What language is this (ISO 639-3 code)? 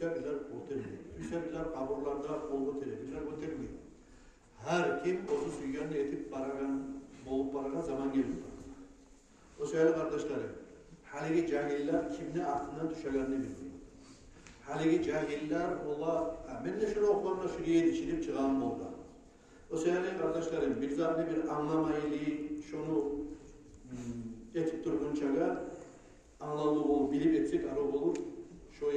kum